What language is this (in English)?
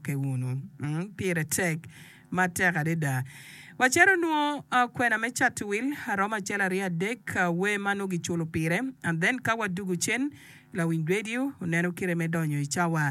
Acoli